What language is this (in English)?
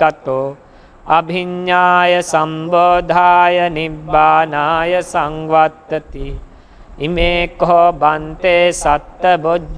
Pali